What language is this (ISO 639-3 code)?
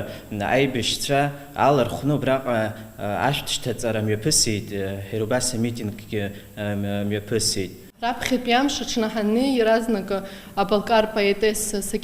abk